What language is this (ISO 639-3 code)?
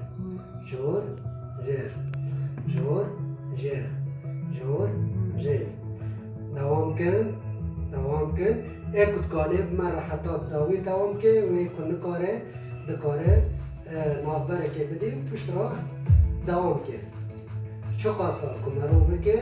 kur